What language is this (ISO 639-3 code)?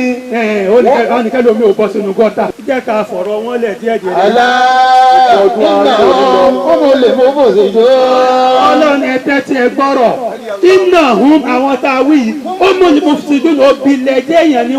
yor